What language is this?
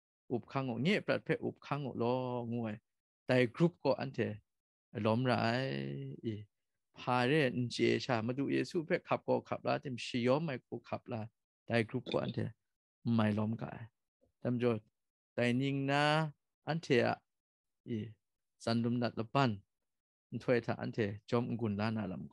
Kachin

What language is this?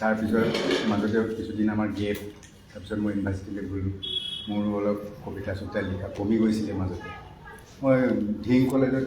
Assamese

